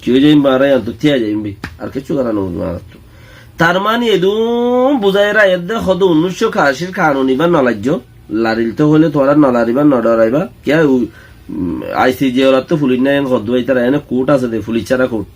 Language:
Rohingya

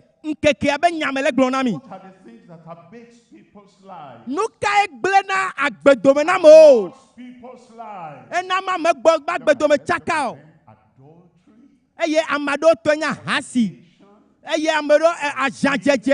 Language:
Ewe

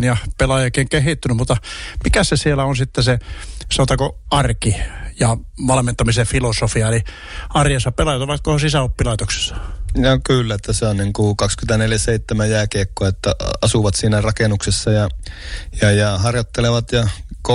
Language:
Finnish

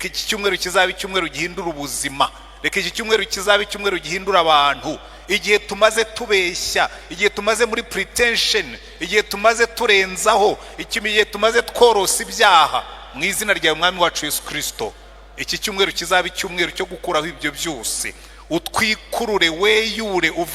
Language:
Kinyarwanda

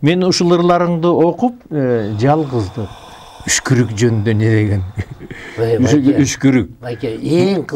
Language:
Kyrgyz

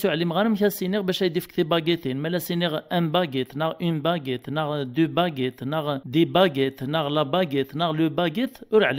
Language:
Kabyle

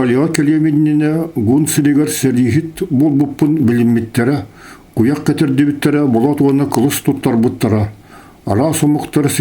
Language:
Yakut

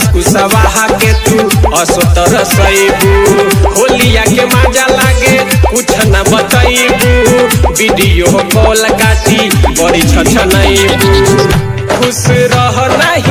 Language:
Bhojpuri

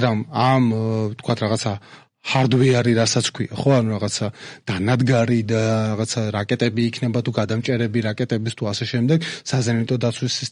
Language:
Georgian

